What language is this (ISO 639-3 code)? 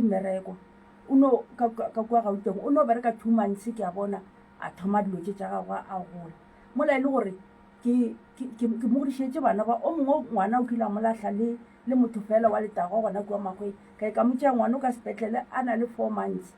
nso